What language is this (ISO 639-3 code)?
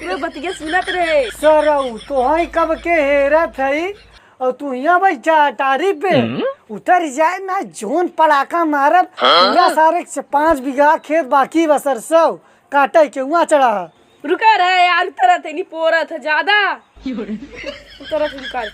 awa